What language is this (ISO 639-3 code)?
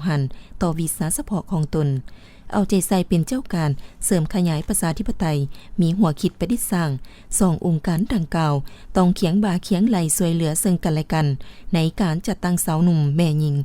lao